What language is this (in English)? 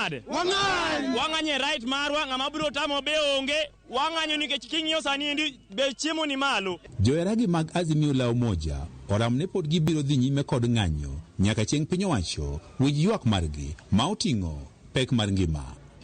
Luo (Kenya and Tanzania)